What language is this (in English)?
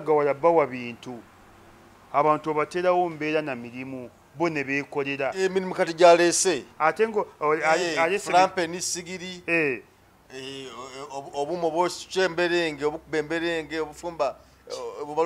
Ganda